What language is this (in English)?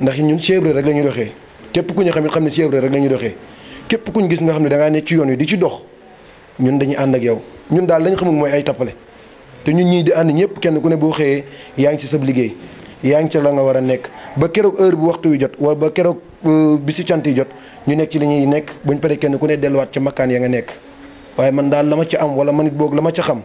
Wolof